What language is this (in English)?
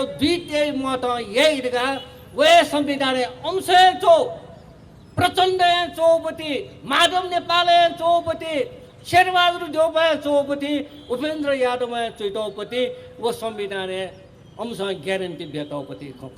Newari